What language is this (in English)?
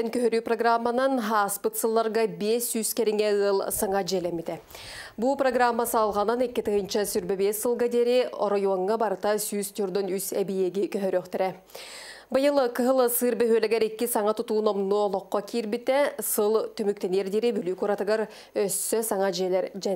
Yakut